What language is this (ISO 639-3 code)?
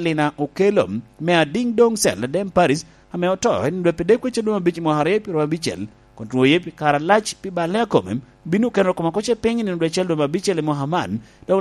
laj